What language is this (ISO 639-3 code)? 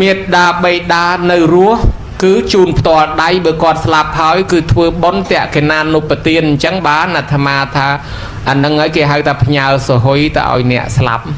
khm